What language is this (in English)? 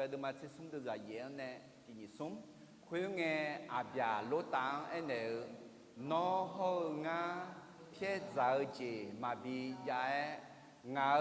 Akha